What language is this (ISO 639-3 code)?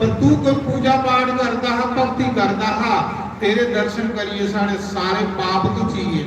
doi